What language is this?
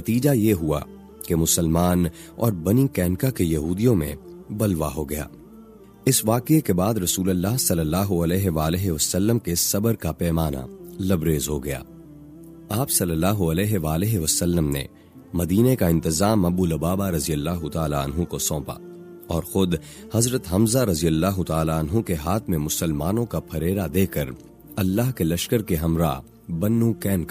Urdu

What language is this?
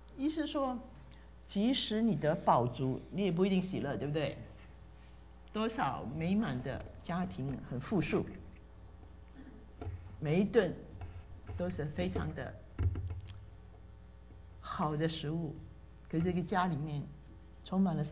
Chinese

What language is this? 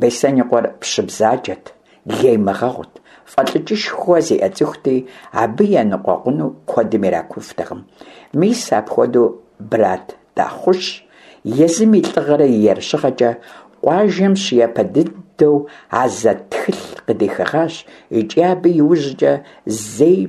Kabardian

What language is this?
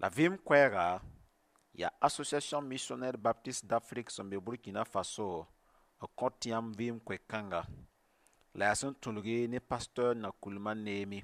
Mossi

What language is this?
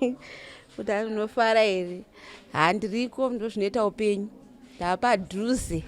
Shona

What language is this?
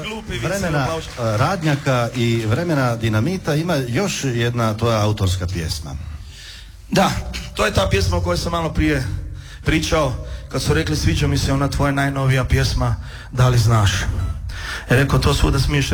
Croatian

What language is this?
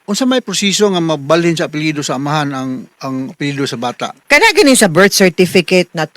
Cebuano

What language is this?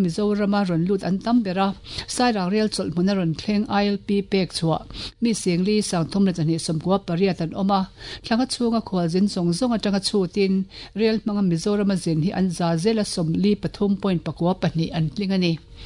Mizo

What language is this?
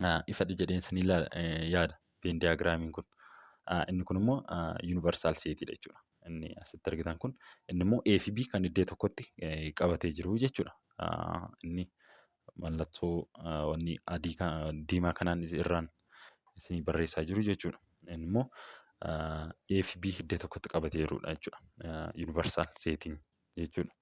Oromo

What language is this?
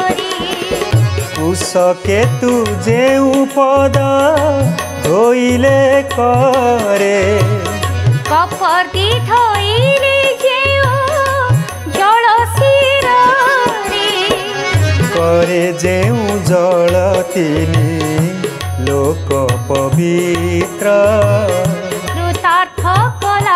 Odia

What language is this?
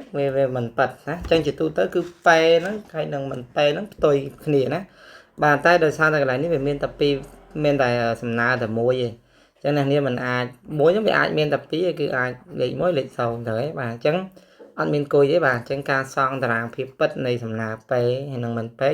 Khmer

